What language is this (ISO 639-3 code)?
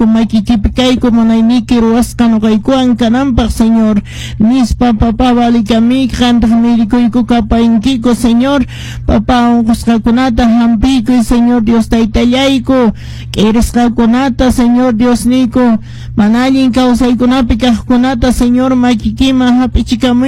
que